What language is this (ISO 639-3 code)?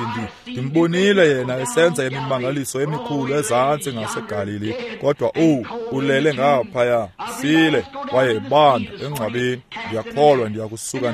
xho